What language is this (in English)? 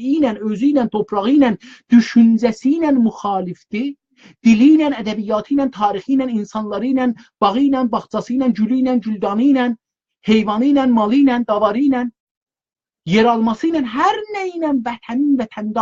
South Azerbaijani